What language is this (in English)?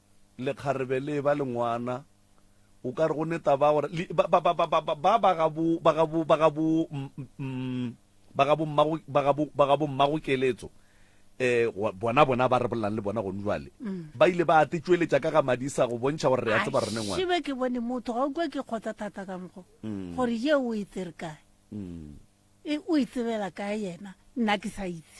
Northern Sotho